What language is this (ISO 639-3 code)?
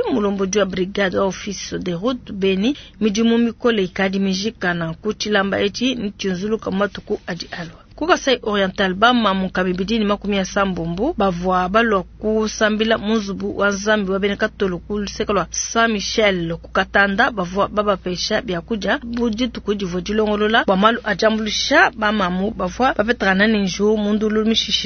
lua